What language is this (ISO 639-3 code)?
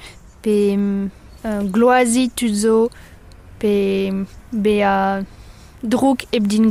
bre